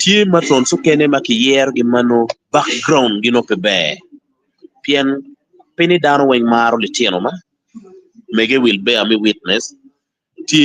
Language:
Acoli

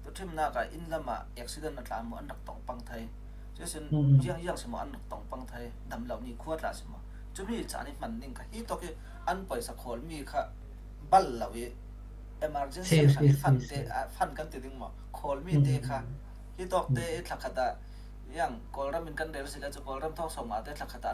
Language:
Falam Chin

